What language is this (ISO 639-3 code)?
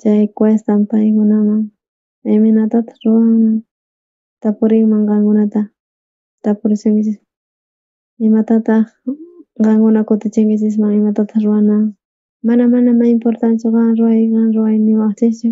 quh